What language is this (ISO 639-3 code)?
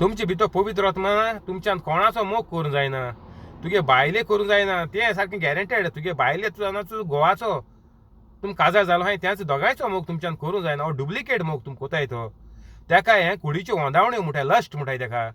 kok